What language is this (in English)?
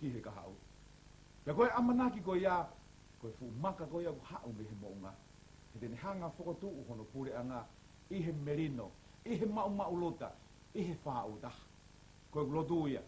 Tongan